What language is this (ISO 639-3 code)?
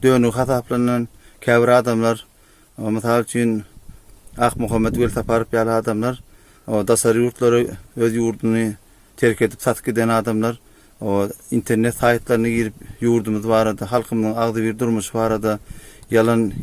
tuk